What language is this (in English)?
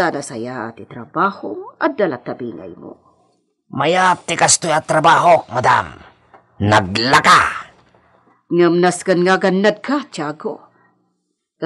Iloko